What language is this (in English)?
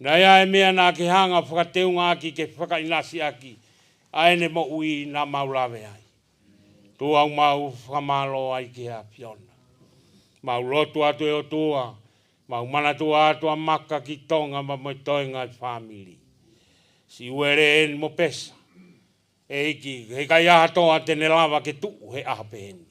Tongan